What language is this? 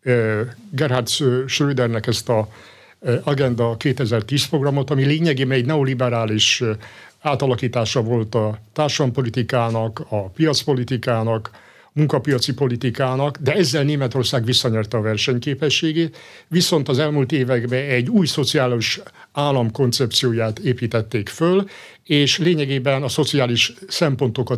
Hungarian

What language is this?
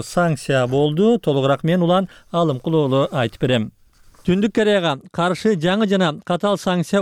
Kyrgyz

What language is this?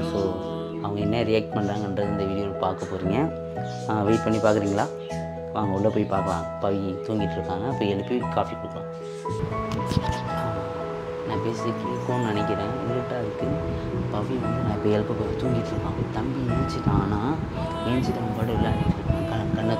Tamil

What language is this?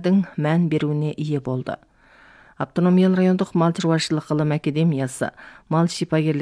Kazakh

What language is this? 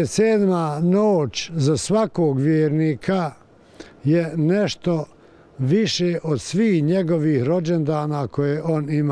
Bosnian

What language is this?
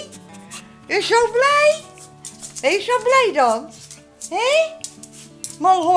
Dutch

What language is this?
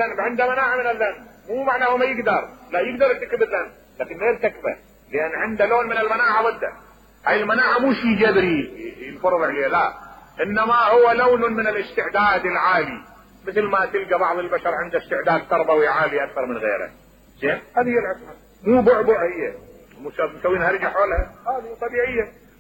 Mesopotamian Arabic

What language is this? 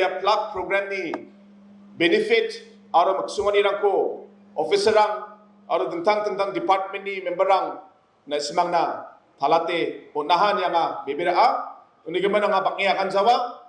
Garo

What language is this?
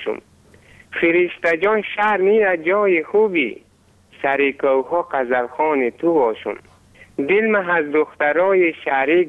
Persian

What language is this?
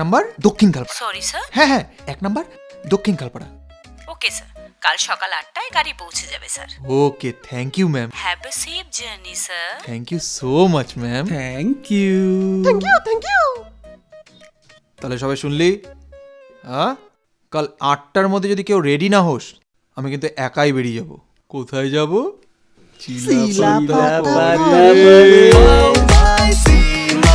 Bangla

